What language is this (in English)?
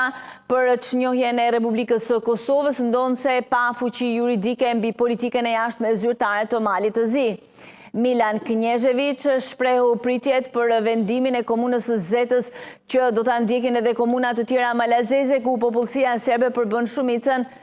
Albanian